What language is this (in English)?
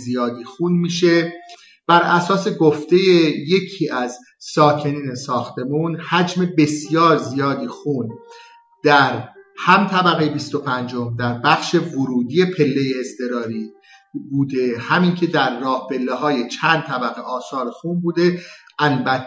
Persian